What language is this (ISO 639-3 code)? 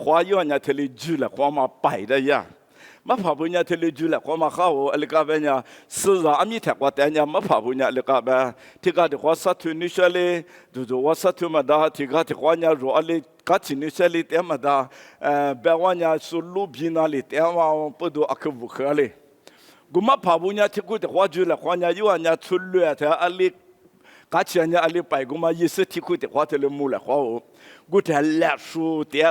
lis